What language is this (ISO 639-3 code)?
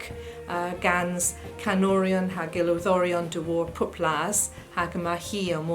cor